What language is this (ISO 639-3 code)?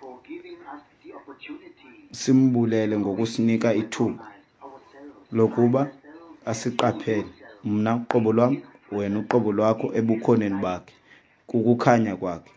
xho